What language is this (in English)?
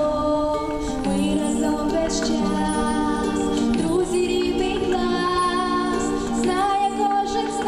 Ukrainian